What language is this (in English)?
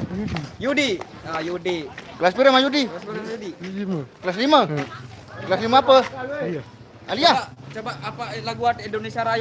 Sasak